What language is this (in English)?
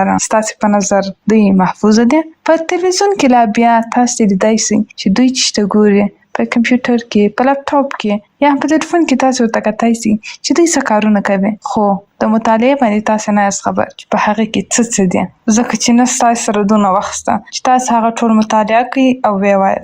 Pashto